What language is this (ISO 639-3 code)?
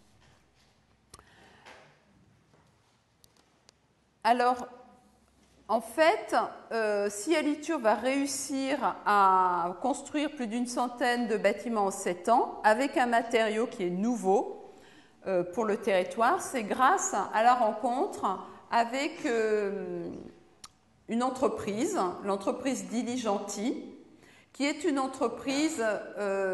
fra